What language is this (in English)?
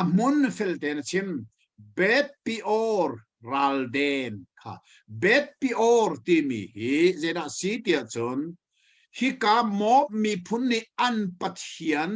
Hakha Chin